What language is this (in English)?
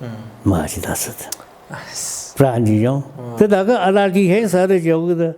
Tangkhul Naga (India)